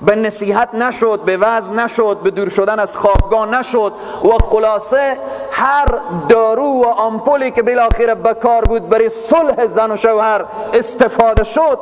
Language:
Persian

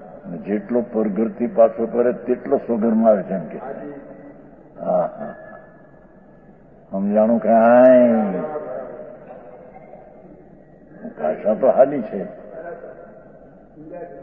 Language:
Gujarati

